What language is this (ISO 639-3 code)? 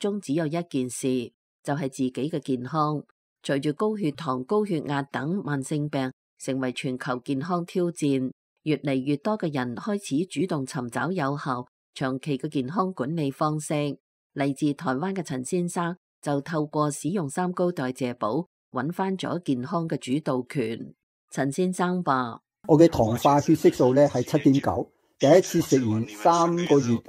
yue